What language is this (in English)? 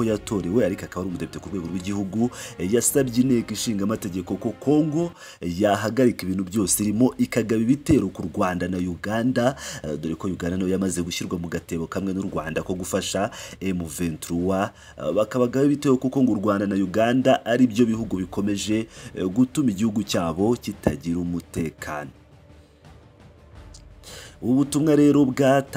Kinyarwanda